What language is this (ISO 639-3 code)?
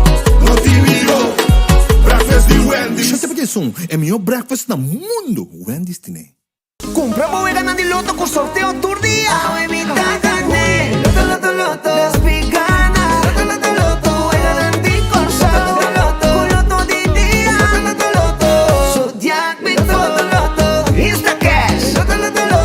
pap